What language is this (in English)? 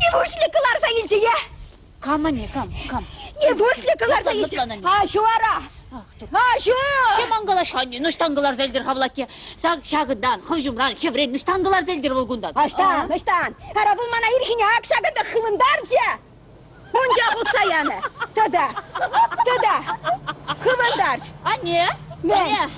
Chuvash